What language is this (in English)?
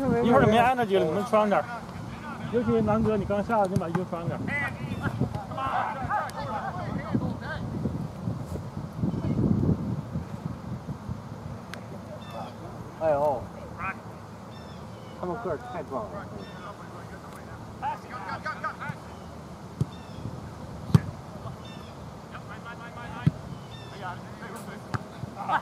Chinese